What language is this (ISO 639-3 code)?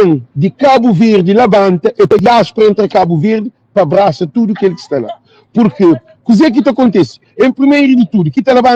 kea